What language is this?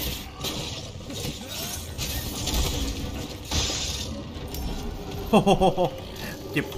Thai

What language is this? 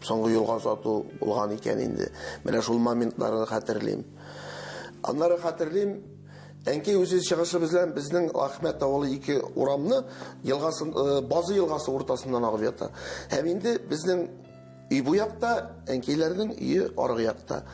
Tatar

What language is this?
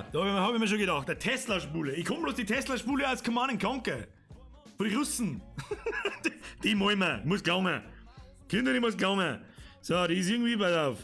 Bavarian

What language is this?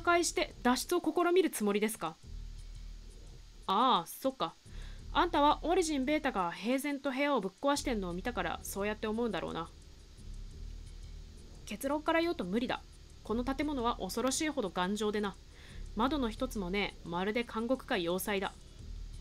Japanese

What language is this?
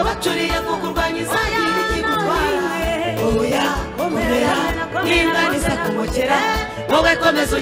Kinyarwanda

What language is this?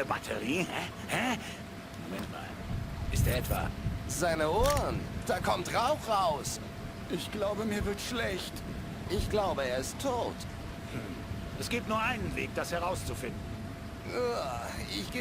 Bavarian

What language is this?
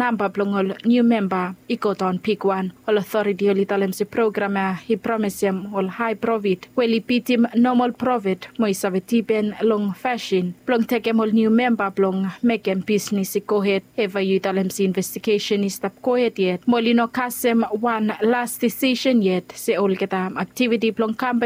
Bislama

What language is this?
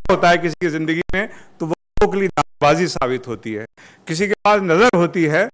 Urdu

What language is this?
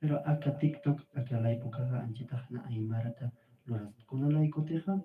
Aymara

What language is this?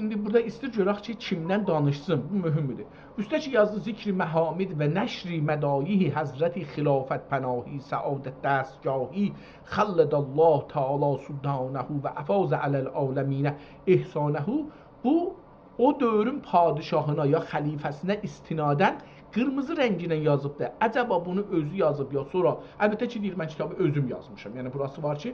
South Azerbaijani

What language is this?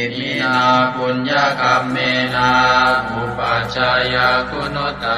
Pali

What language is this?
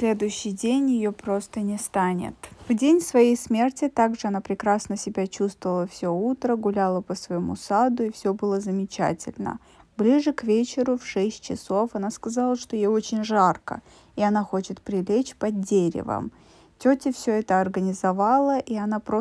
Russian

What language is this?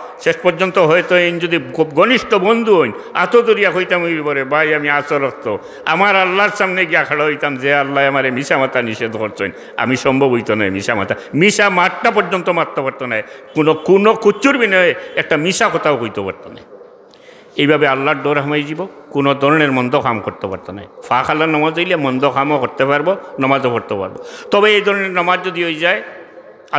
Sylheti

